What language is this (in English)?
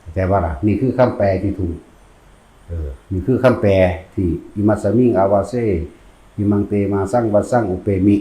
Northeastern Thai